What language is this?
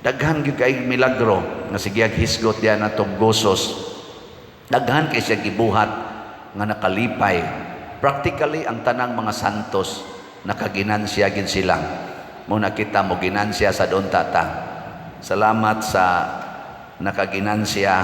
Cebuano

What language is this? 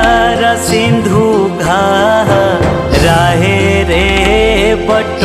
Bhojpuri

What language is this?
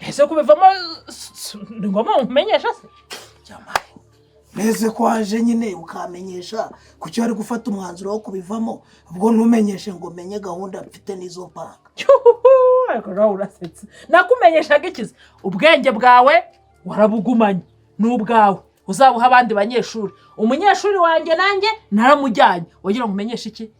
Kinyarwanda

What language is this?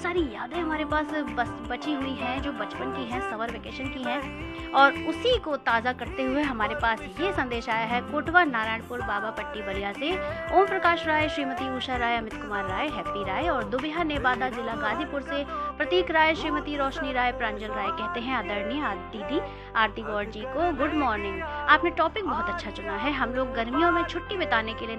Hindi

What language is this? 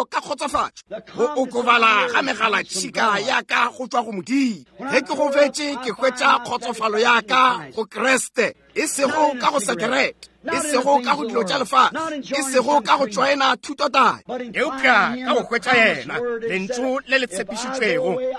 Northern Sotho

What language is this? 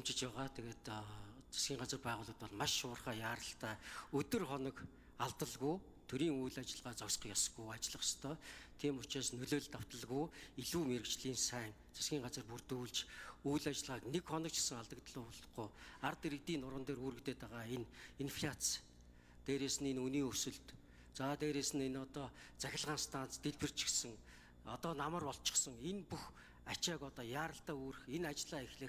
Mongolian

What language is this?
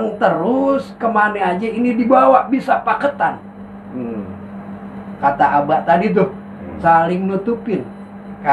Betawi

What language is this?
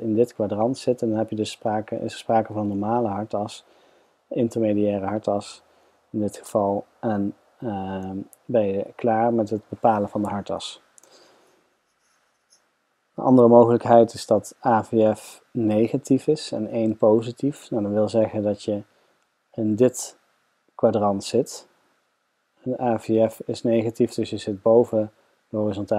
Dutch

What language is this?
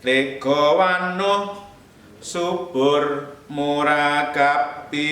Javanese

